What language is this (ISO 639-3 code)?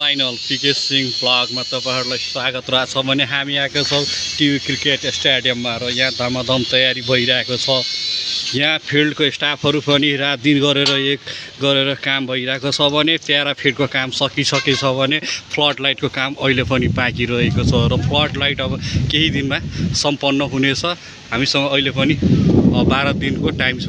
nep